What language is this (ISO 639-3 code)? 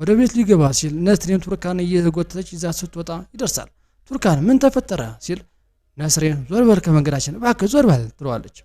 amh